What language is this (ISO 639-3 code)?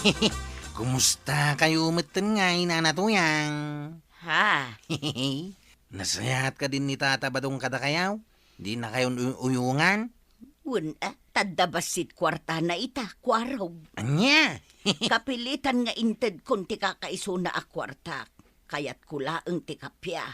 ilo